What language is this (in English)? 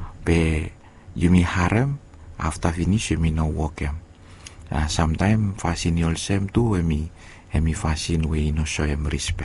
Bislama